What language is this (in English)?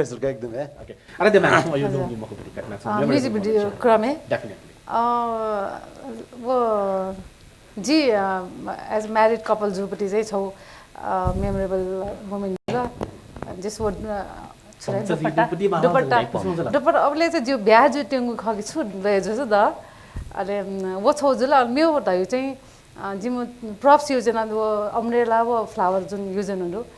Newari